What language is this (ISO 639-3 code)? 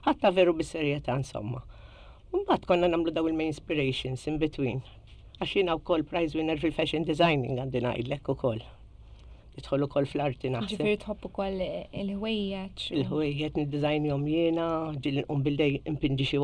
mlt